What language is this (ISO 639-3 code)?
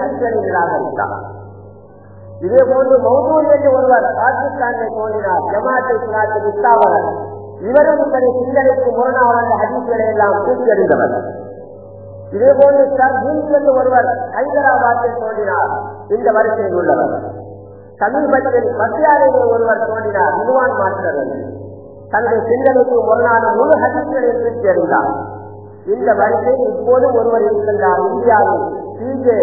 tam